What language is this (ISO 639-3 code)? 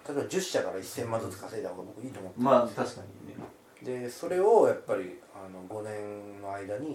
jpn